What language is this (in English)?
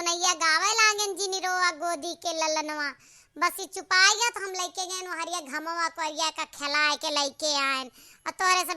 Awadhi